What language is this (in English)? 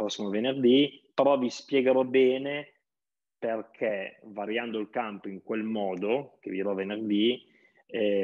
Italian